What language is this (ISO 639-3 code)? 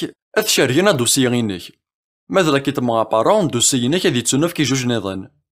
kab